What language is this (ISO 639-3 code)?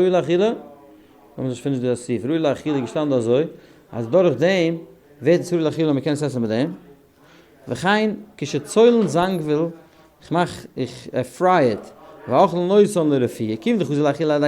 yid